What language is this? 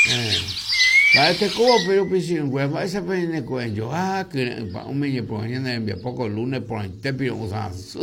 Guarani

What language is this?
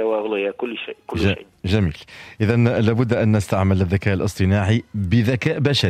Arabic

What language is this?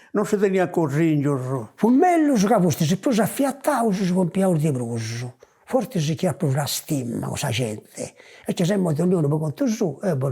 Sardinian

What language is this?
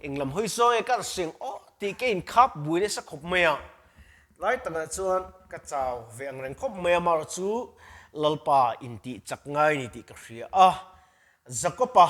Mizo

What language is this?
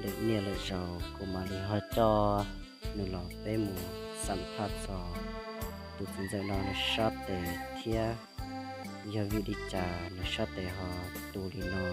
Hmong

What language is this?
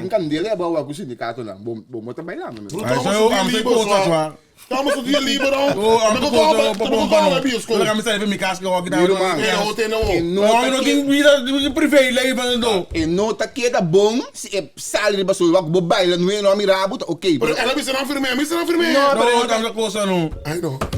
Papiamento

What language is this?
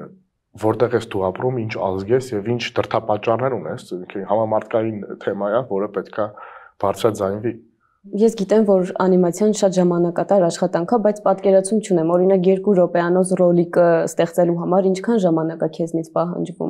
Armenian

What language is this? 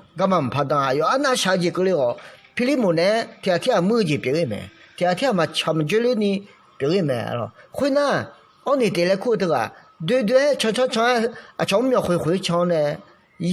Akha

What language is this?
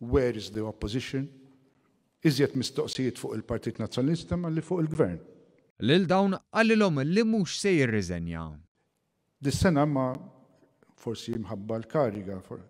Maltese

